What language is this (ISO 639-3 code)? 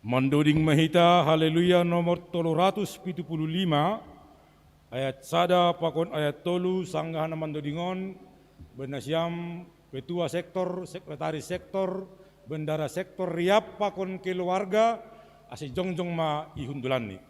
bts